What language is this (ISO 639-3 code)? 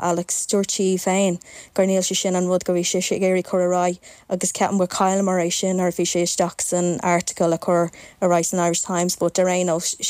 gle